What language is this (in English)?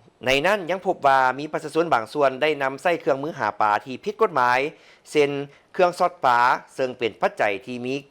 Lao